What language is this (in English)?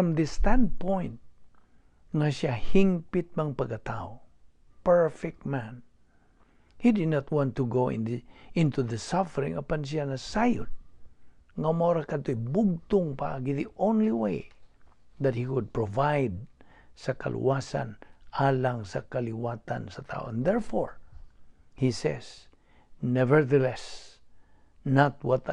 Cebuano